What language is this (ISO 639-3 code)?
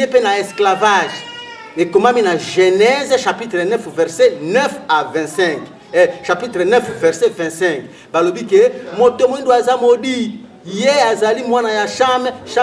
lin